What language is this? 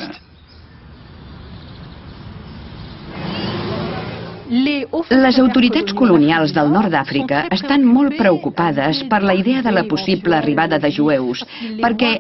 Catalan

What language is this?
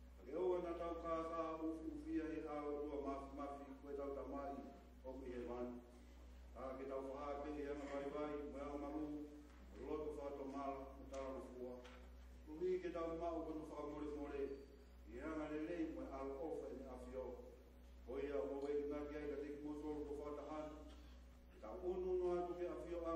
Tongan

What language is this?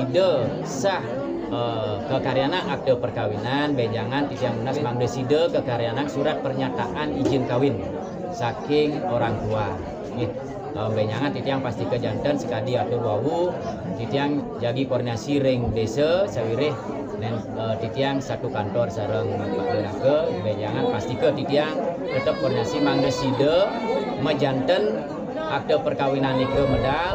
Balinese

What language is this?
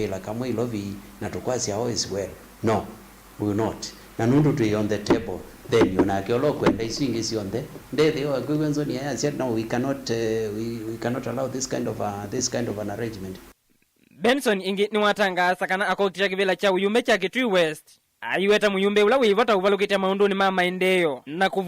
Kamba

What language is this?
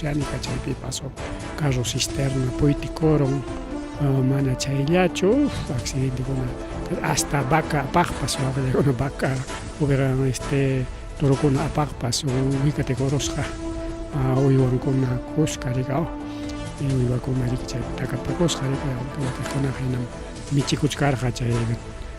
Ayacucho Quechua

